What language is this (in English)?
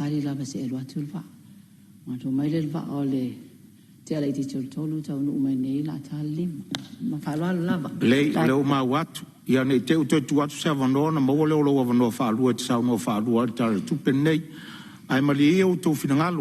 Samoan